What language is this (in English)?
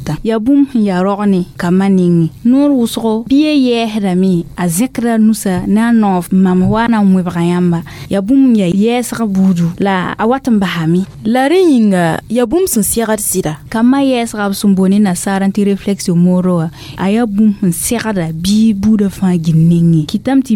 Mossi